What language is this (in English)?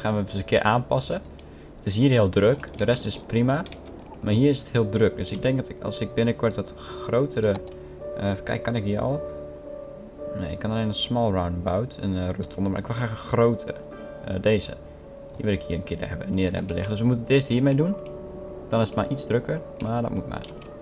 Dutch